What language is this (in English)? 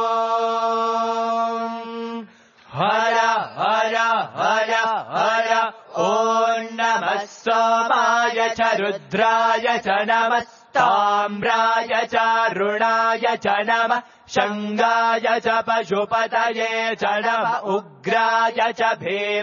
Sanskrit